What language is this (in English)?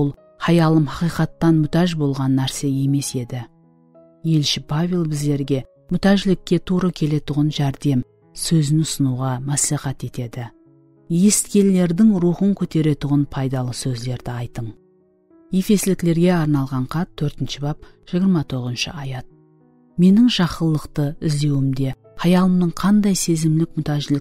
Kara-Kalpak